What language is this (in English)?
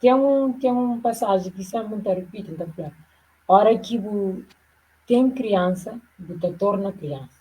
Kabuverdianu